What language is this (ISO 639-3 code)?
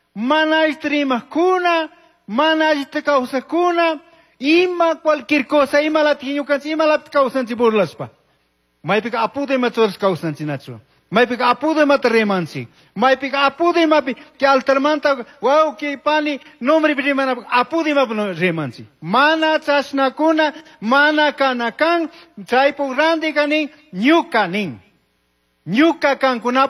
qug